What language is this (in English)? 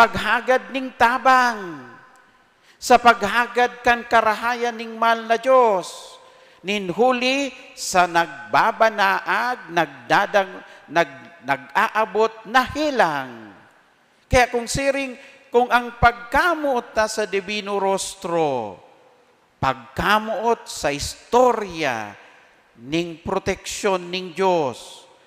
Bikol